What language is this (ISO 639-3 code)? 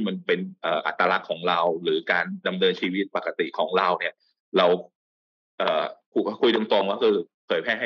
tha